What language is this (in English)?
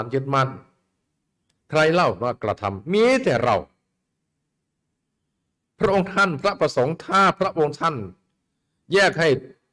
Thai